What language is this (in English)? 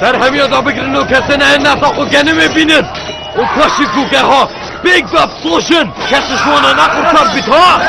Kurdish